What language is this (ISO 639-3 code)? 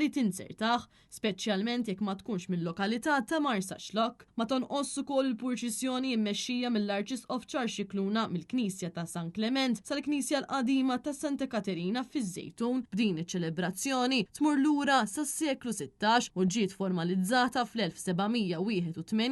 mlt